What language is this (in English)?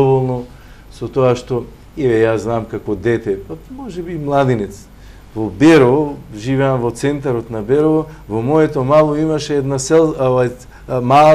Macedonian